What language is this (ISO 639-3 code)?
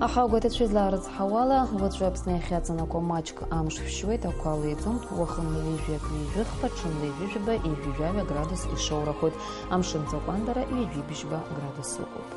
abk